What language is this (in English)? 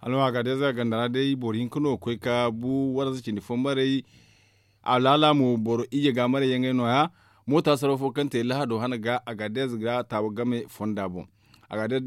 Zarma